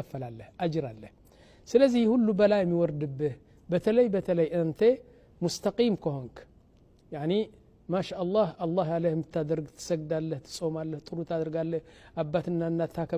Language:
Amharic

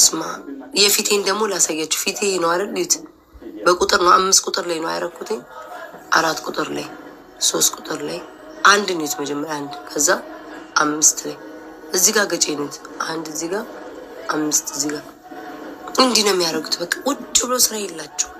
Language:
Amharic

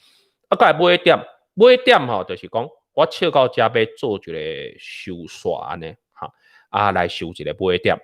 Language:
Min Nan Chinese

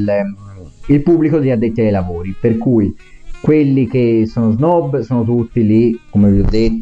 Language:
Italian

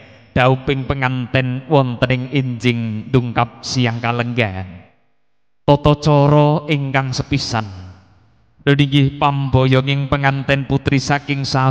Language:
Javanese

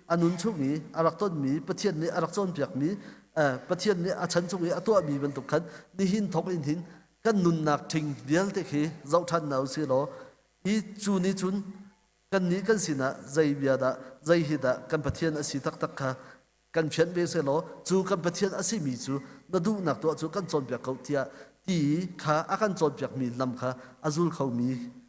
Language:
Hakha Chin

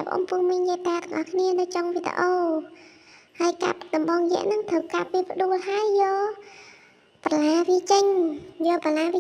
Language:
Khmer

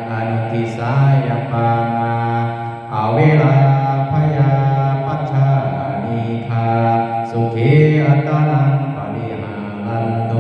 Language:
Pali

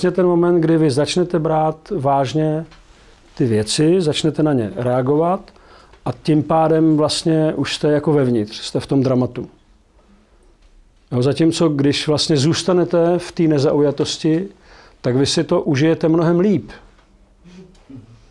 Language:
Czech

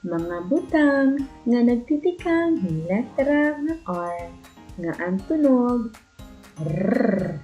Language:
Waray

